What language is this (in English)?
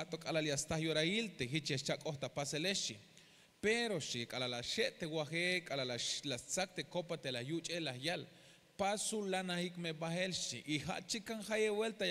Tzeltal